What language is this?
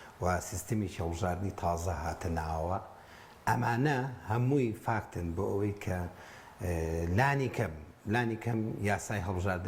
Central Kurdish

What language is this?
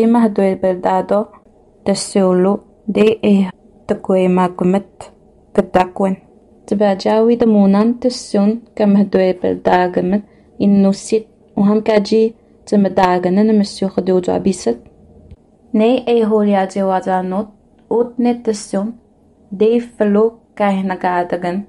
Innu-aimun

